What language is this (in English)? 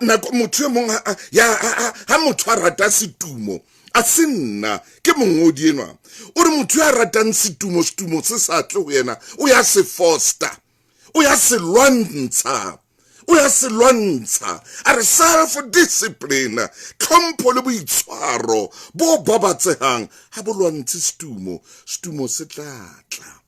Southern Sotho